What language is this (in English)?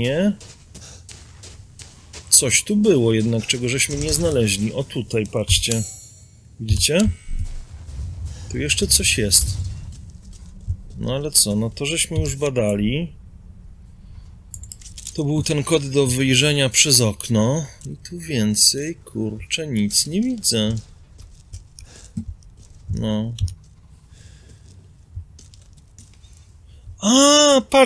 Polish